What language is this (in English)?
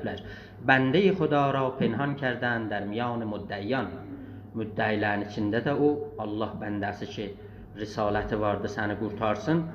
South Azerbaijani